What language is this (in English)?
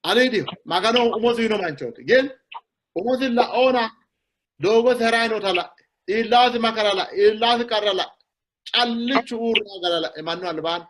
Sidamo